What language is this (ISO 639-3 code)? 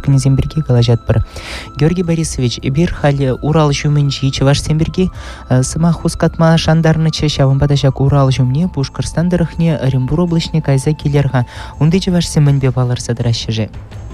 chv